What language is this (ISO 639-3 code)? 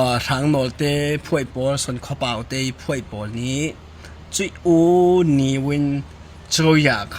cfm